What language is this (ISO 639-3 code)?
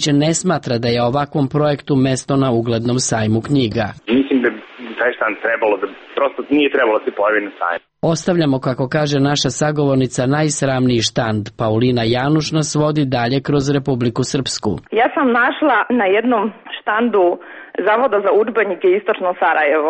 srp